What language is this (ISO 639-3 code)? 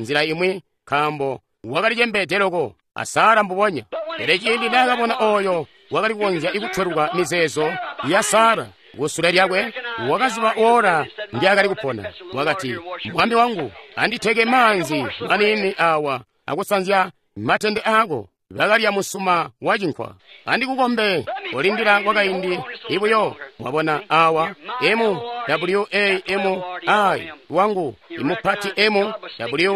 toi